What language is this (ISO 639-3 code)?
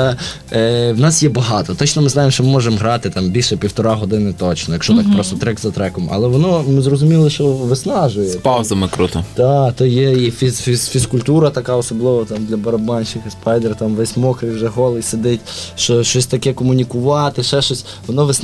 ukr